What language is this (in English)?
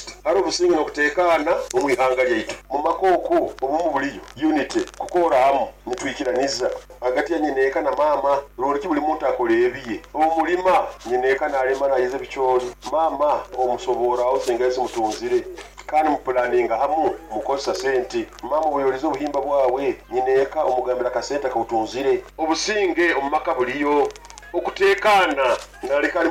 Nyoro